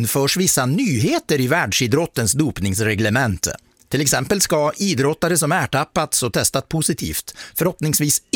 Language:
Swedish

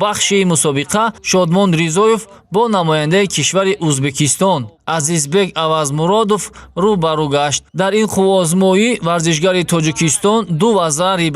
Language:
Tajik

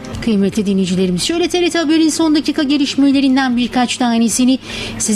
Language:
Turkish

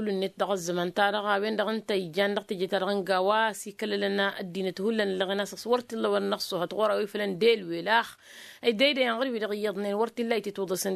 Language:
Tamasheq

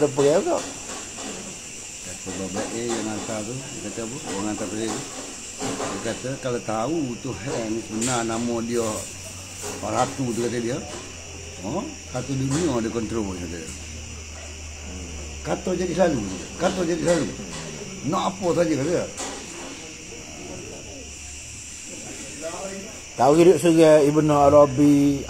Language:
Malay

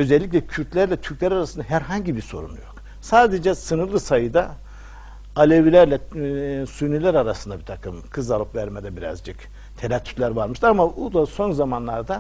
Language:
Turkish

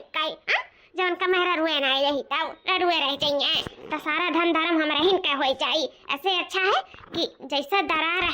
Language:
Awadhi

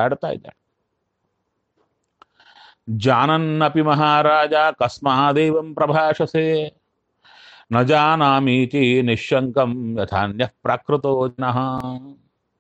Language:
Kannada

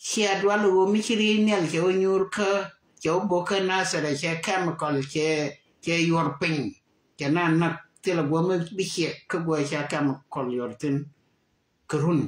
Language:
Nuer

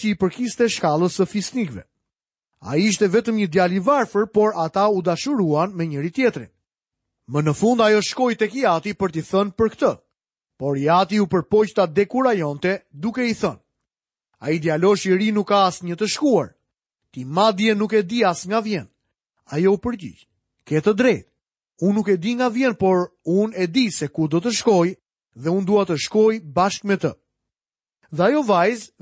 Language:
Albanian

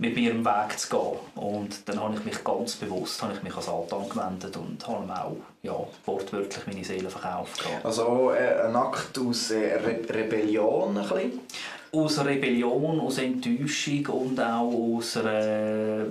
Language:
Swiss German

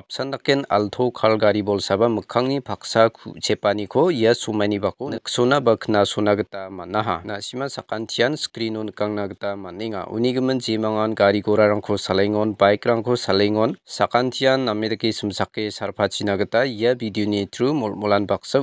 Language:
Garo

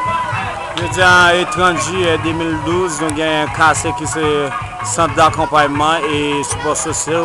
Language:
Haitian Creole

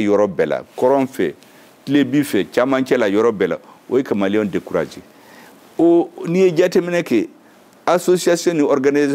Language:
Bambara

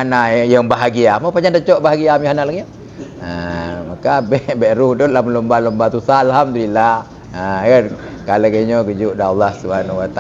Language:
Achinese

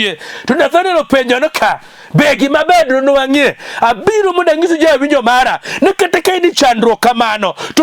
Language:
Luo (Kenya and Tanzania)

